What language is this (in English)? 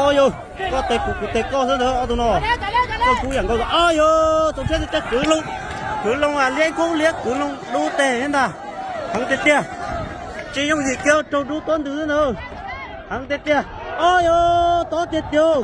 Hmong